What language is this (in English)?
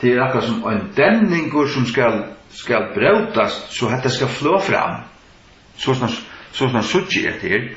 Faroese